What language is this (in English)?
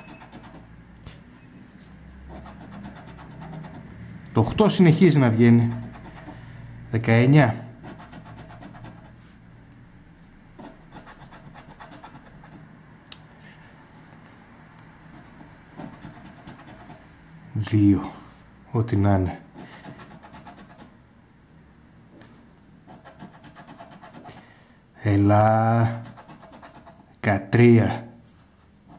Greek